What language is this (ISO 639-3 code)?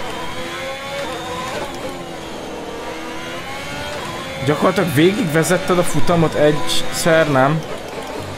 hun